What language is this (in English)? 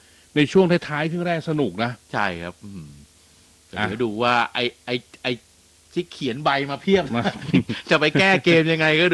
Thai